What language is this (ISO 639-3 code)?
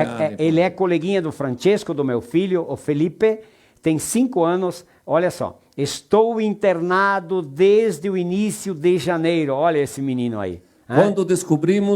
vec